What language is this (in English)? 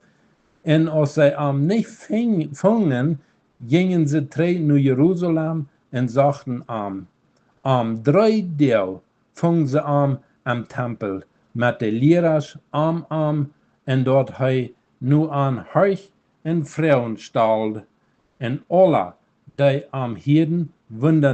Plautdietsch